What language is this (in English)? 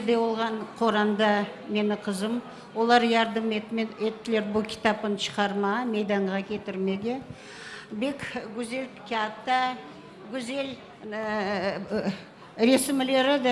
Crimean Tatar